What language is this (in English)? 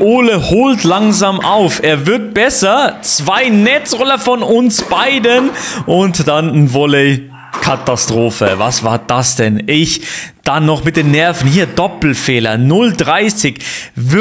Swiss German